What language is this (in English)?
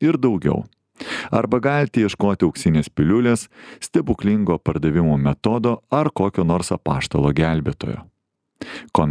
Lithuanian